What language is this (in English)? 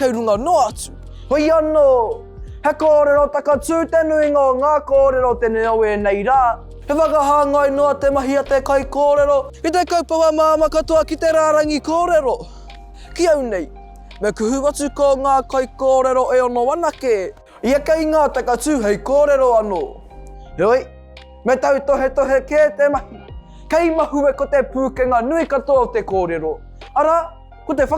Māori